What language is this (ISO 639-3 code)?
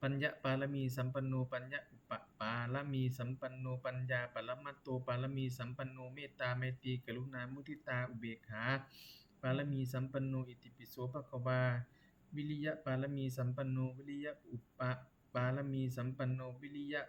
pli